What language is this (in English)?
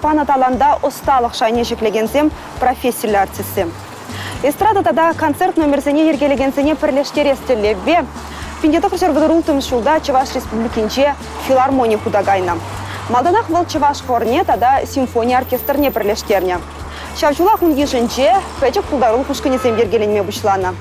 Chuvash